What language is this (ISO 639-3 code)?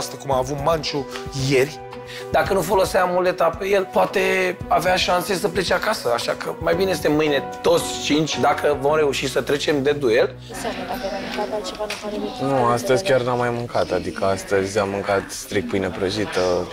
ron